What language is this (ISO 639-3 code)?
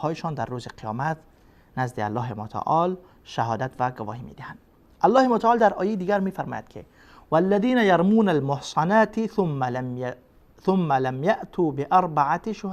fas